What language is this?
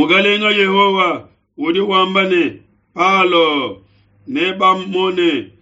Luba-Lulua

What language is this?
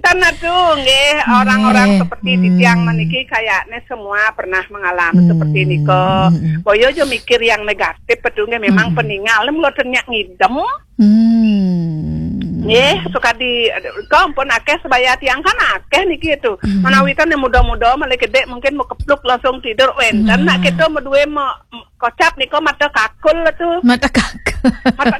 Balinese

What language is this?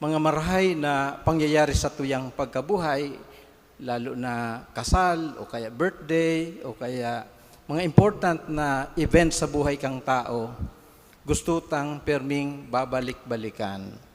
Bikol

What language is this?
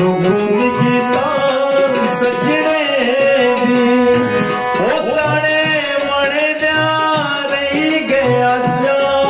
Dogri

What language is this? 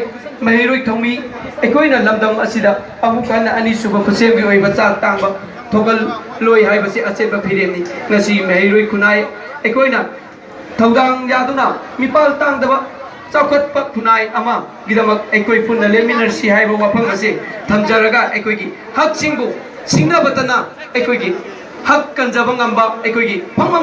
Manipuri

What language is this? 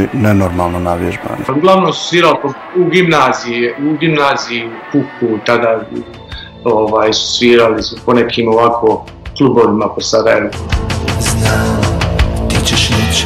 Bosnian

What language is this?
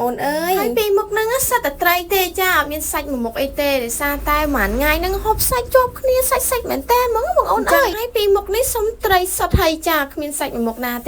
Khmer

